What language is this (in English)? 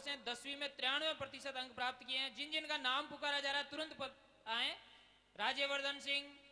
Hindi